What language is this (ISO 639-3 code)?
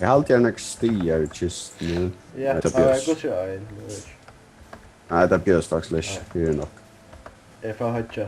fao